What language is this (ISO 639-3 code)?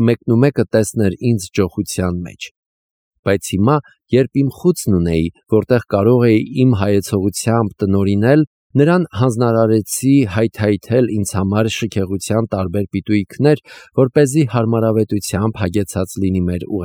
hye